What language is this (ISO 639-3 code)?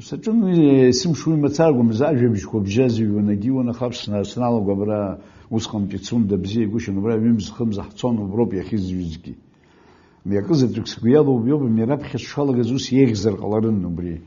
abk